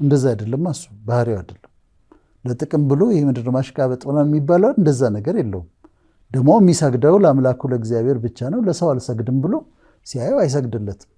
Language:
Amharic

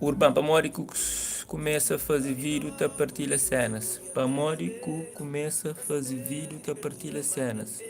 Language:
Kabuverdianu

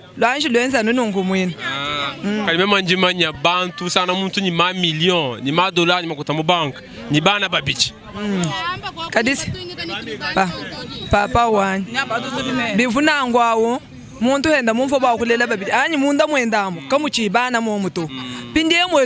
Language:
Luba-Lulua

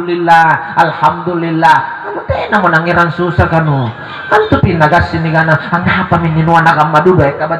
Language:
Makasar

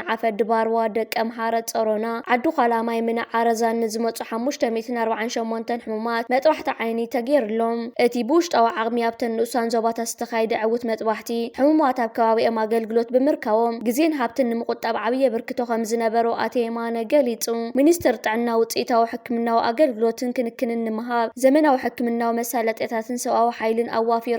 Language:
Tigrinya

